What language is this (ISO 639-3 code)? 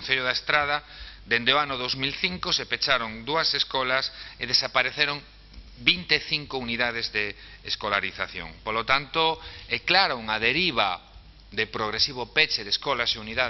glg